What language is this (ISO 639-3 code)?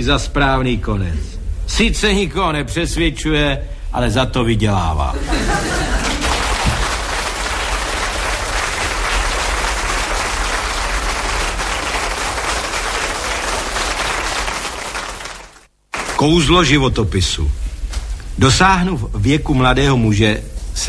ces